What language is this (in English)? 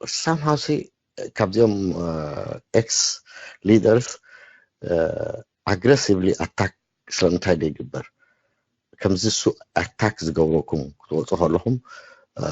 Tigrinya